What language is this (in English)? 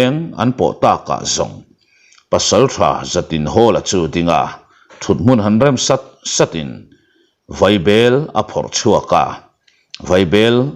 Mizo